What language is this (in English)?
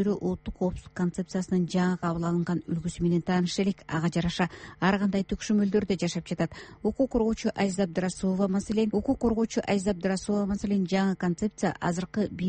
Kyrgyz